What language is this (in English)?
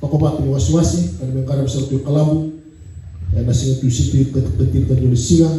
Fijian